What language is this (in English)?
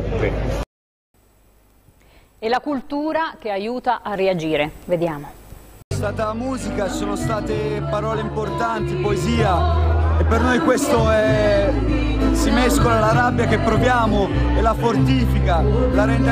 Italian